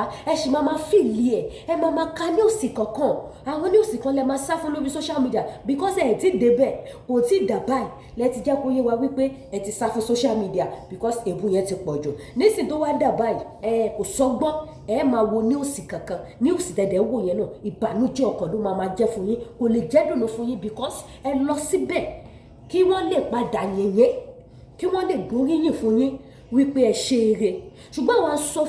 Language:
Yoruba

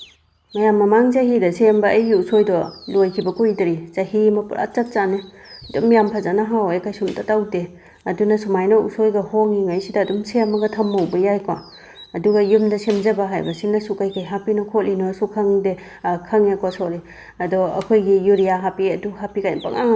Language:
Manipuri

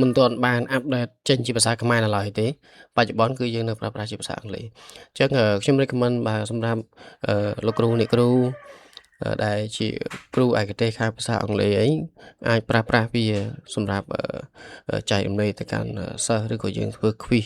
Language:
Khmer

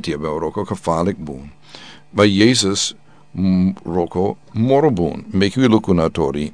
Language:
Sranan Tongo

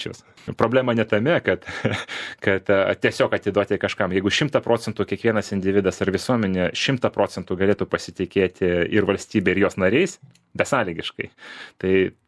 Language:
Lithuanian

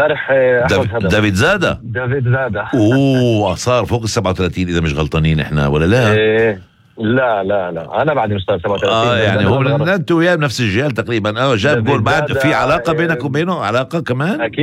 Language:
North Levantine Arabic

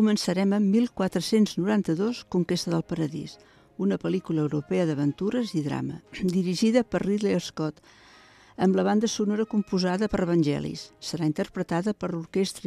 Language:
Catalan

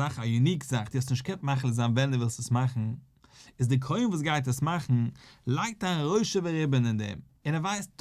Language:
Yiddish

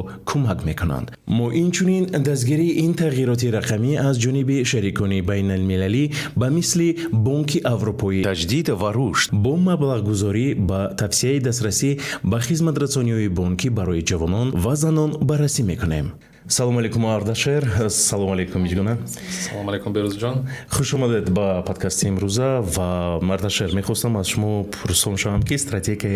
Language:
Tajik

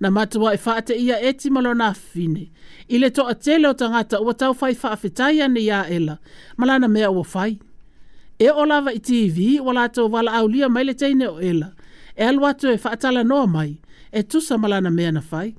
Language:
Samoan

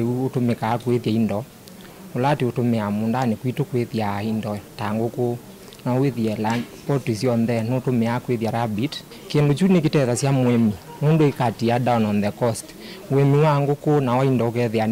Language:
Kamba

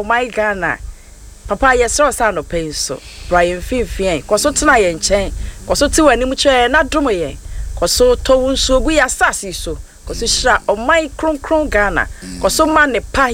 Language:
Akan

